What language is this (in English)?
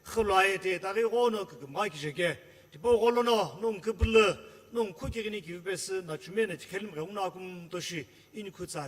Sumi Naga